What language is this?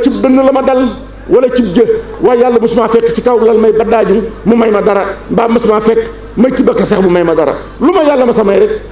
Wolof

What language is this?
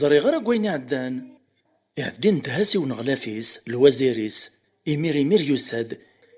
Kabyle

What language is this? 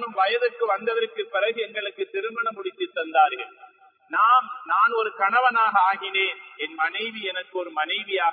Tamil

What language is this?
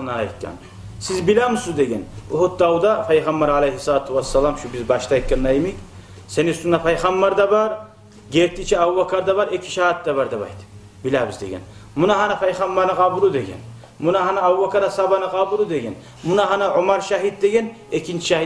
Kumyk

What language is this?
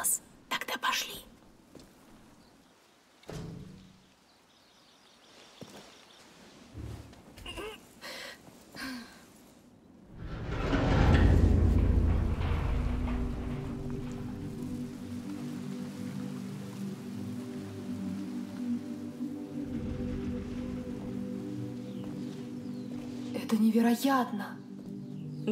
Russian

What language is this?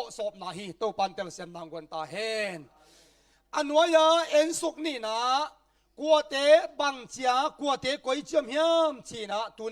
Tedim Chin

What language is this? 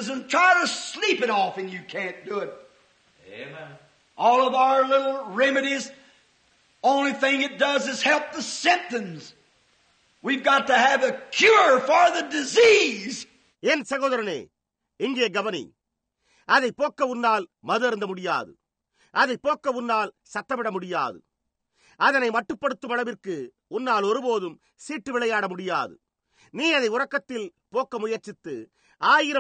Tamil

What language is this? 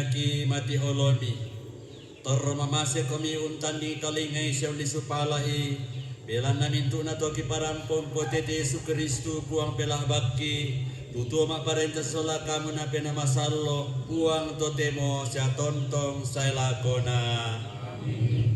Toraja-Sa'dan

